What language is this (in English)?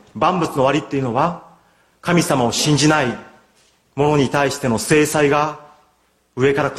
Japanese